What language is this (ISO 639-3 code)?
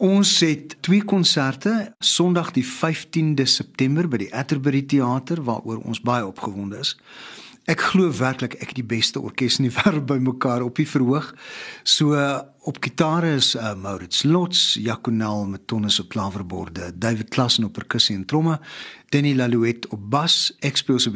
afr